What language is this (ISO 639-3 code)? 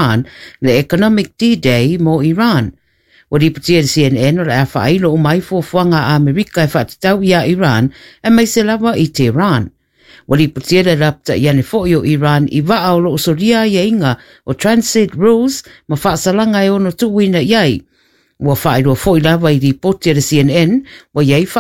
smo